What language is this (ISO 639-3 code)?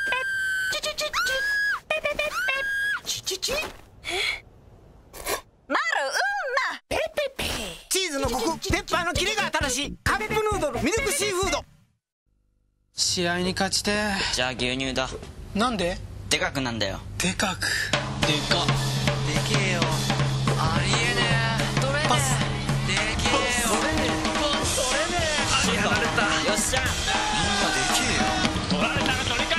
jpn